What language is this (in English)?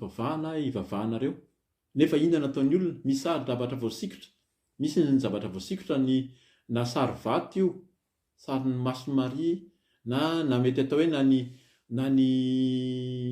Malagasy